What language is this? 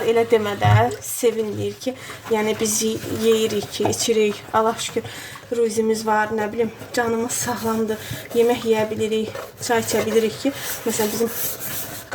Azerbaijani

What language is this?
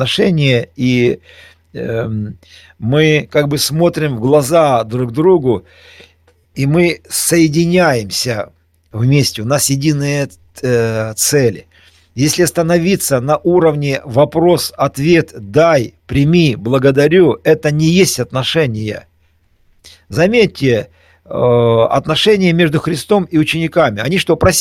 Russian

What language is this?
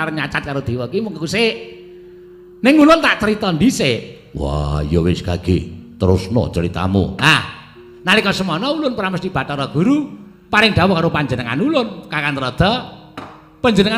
Javanese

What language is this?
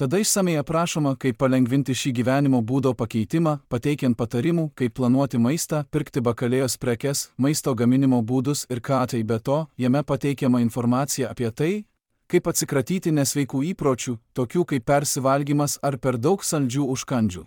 Lithuanian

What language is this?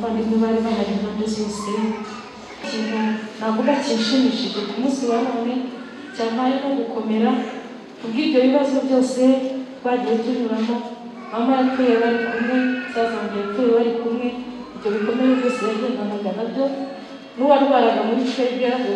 Kinyarwanda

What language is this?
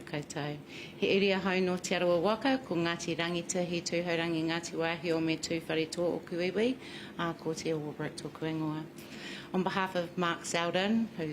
Māori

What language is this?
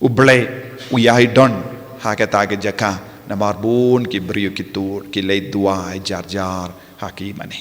Khasi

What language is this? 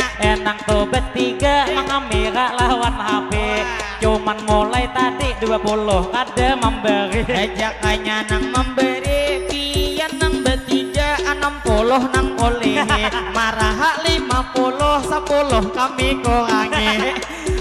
Banjar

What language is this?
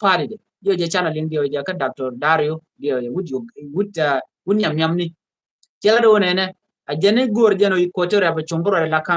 Nuer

